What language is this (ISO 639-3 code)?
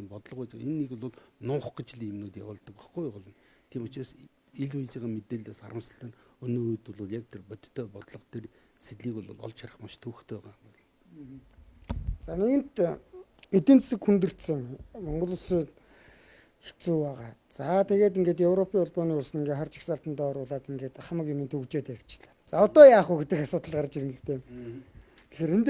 mon